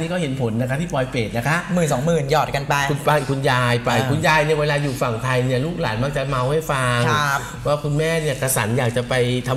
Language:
Thai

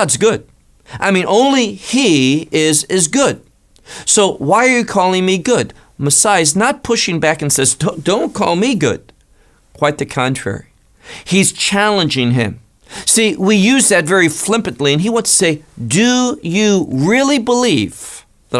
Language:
English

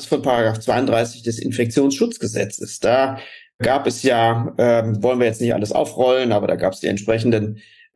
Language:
German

